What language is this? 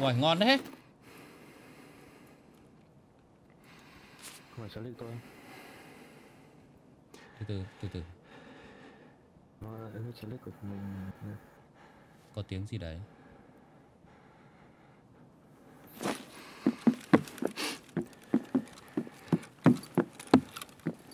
Vietnamese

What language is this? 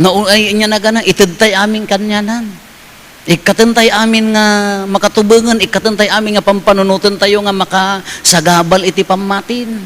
Iloko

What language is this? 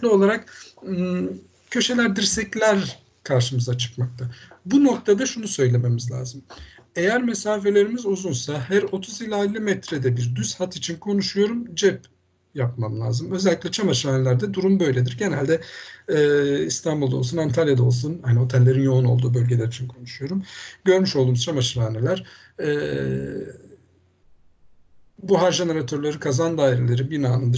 Turkish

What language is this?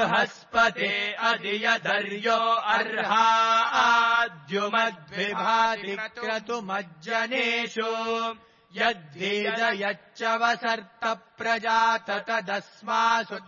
Sanskrit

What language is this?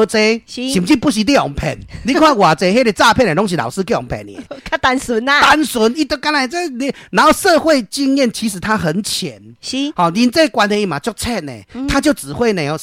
Min Nan Chinese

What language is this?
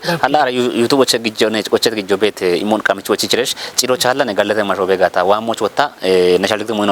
Kafa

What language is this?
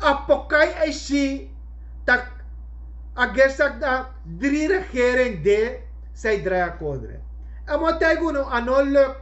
Sranan Tongo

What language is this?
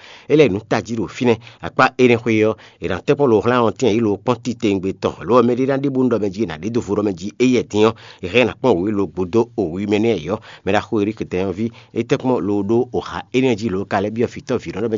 Fon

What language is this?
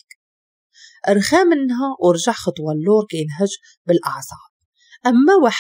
Moroccan Arabic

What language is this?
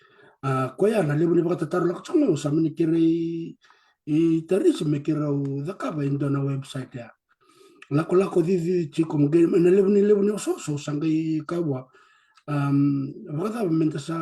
Fijian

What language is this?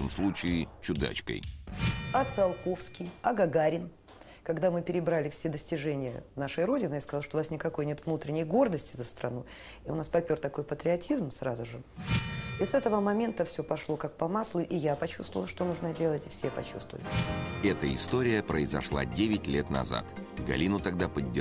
Russian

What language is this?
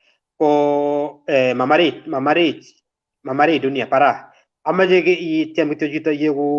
Kalenjin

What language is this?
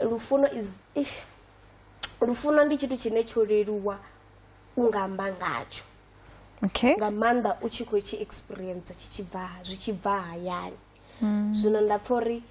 Venda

